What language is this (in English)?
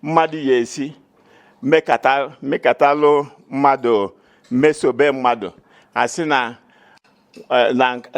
Igbo